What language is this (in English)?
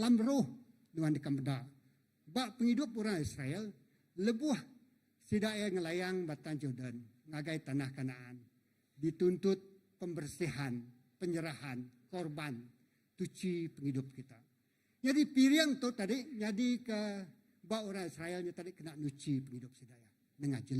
Iban